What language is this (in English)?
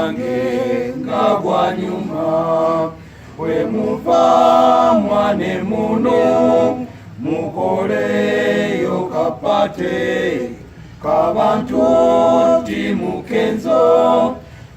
Ganda